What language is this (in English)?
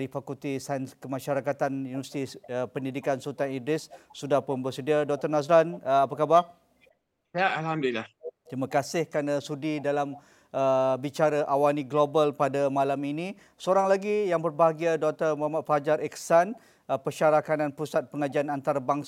Malay